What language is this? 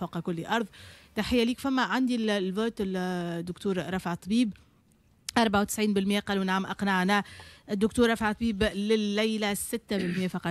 Tunisian Arabic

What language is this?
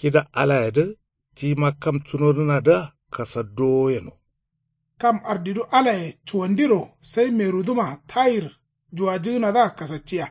Kanuri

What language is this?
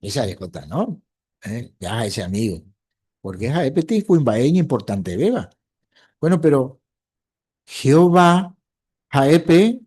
Guarani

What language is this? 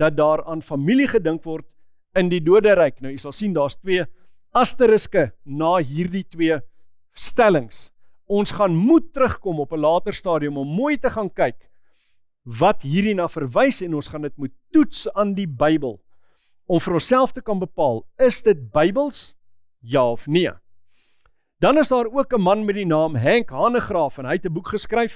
Afrikaans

